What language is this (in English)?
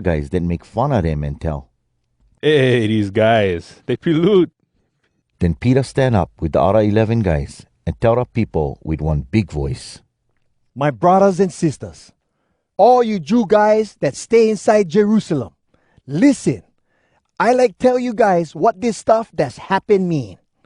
Hawai'i Creole English